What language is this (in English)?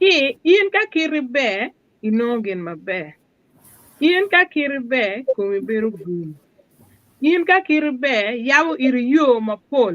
Acoli